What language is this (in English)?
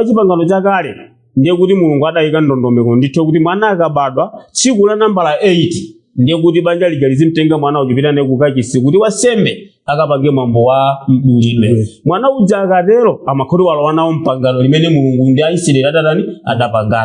Nyanja